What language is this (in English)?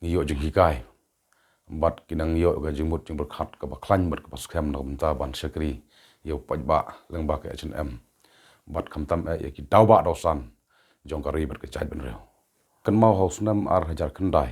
Khasi